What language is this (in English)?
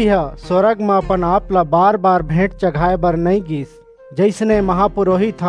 Chhattisgarhi